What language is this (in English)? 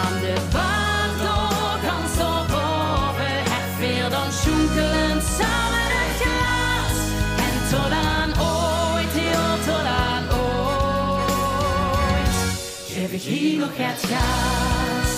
Limburgish